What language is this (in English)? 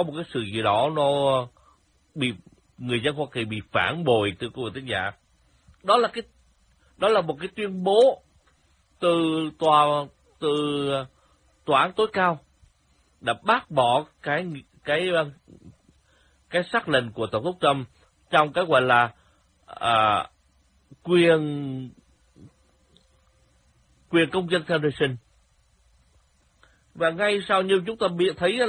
Vietnamese